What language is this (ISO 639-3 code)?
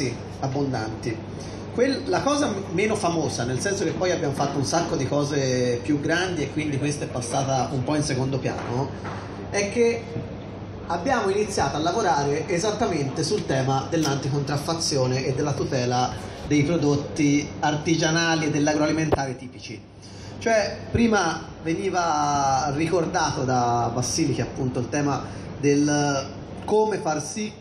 ita